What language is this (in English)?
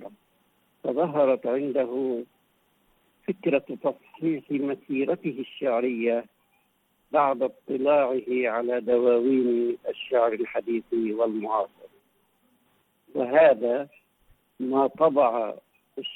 Arabic